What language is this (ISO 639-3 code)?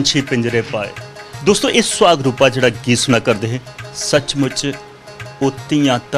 doi